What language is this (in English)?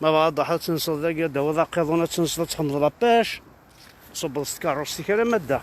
Kabyle